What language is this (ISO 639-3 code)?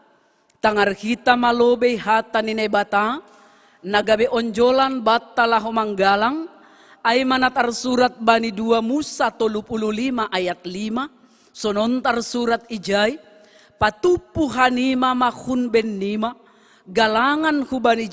bts